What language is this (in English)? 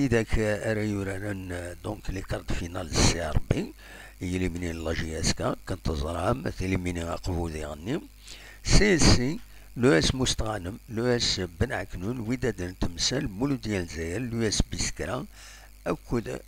Kabyle